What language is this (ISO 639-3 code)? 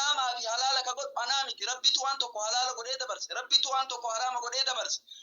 orm